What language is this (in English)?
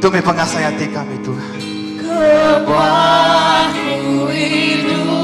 Iban